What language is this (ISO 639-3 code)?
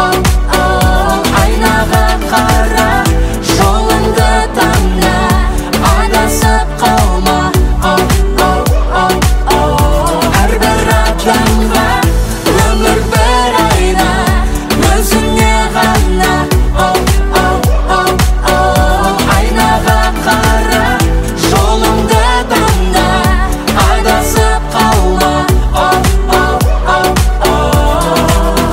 kaz